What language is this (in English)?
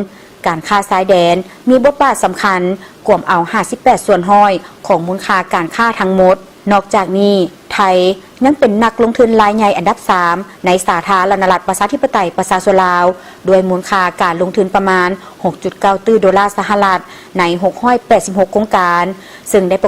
Lao